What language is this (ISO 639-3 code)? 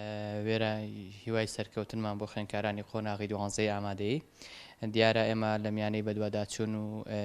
ckb